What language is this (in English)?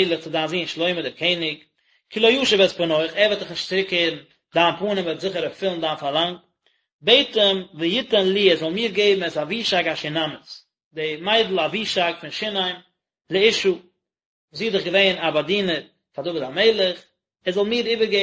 Yiddish